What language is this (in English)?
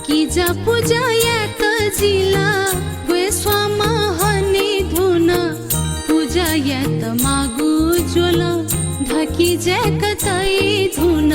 Newari